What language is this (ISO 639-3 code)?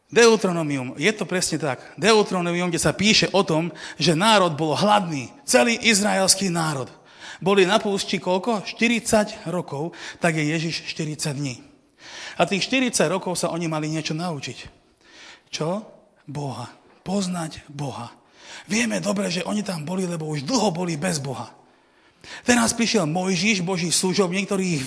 slk